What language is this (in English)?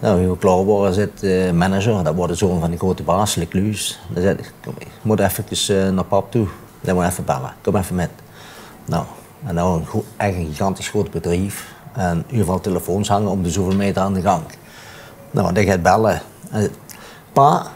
Limburgish